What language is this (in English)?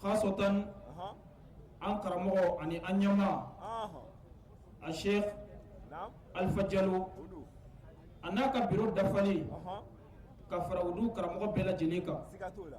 Bambara